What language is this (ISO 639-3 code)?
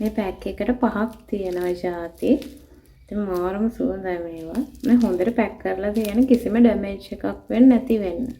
sin